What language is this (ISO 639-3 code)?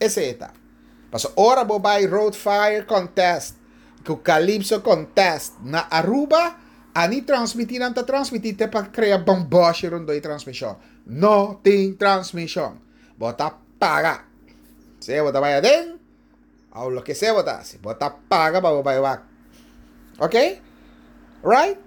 pap